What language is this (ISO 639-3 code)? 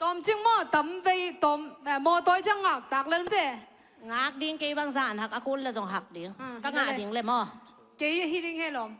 ctd